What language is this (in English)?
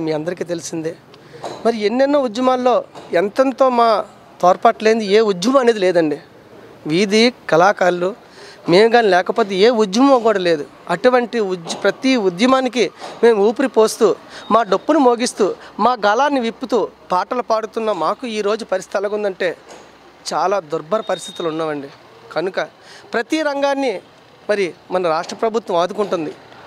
Telugu